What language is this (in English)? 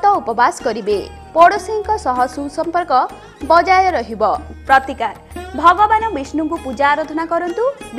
Odia